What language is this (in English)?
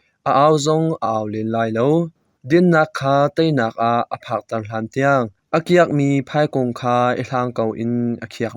Hakha Chin